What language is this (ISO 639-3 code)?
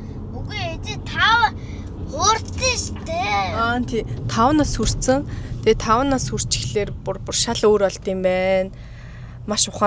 mon